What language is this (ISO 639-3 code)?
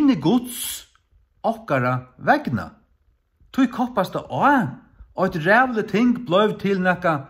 fao